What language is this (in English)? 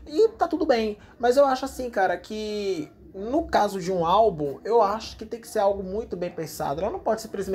Portuguese